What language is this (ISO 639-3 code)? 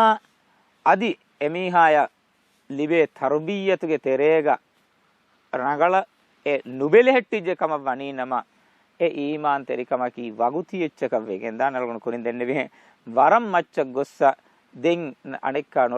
div